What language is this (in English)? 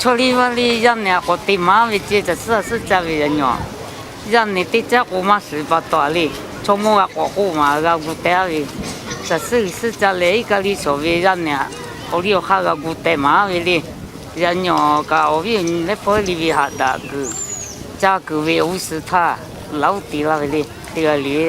Lahu